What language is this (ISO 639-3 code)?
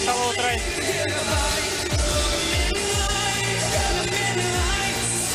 kaz